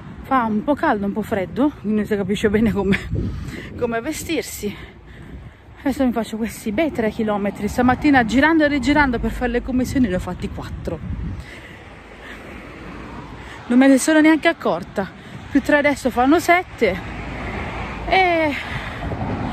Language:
Italian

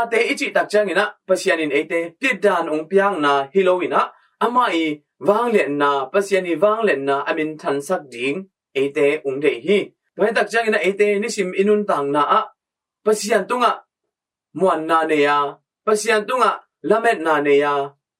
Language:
Tedim Chin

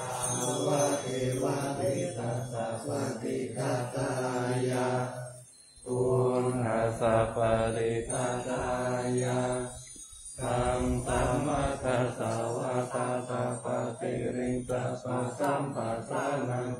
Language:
Pali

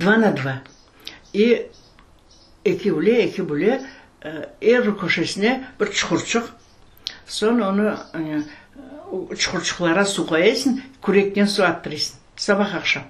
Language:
Crimean Tatar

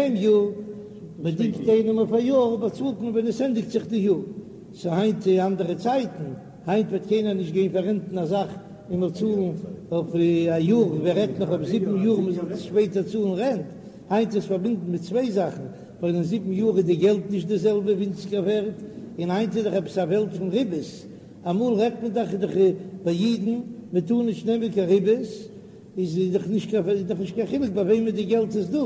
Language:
Yiddish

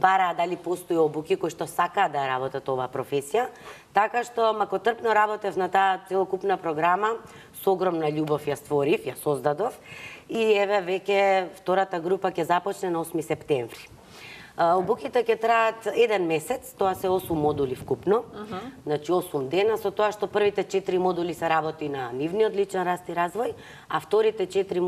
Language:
Macedonian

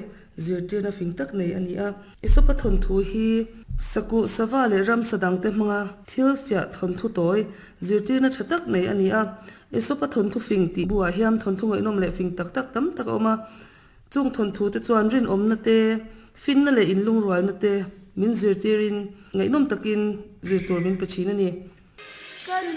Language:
Mizo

